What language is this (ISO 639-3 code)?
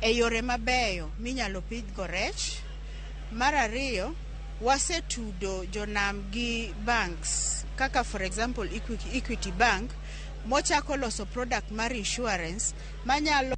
luo